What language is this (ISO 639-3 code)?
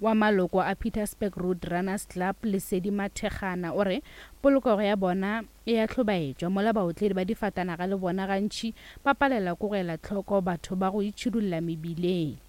nso